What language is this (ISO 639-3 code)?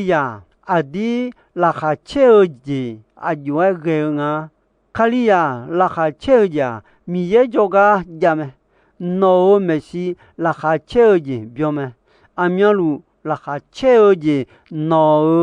ahk